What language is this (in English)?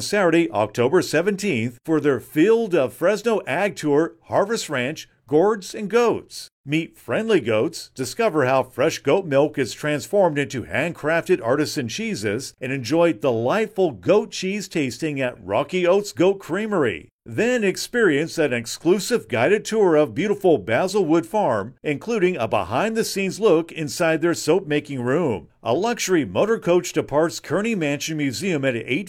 English